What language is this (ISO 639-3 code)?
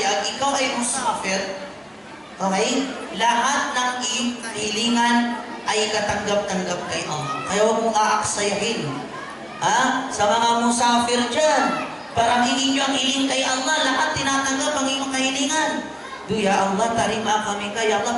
mrw